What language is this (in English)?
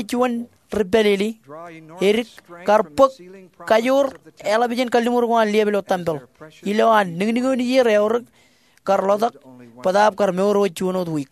Marshallese